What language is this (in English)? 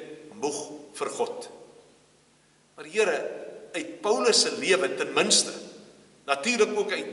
Afrikaans